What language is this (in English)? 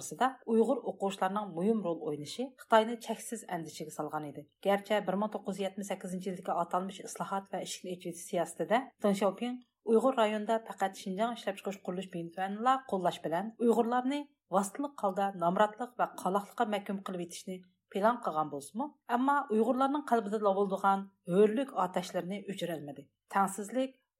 Uyghur